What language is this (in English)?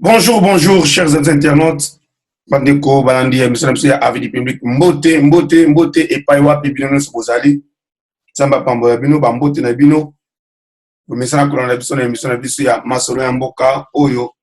Lingala